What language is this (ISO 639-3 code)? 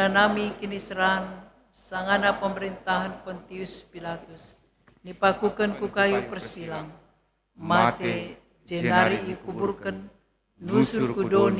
btx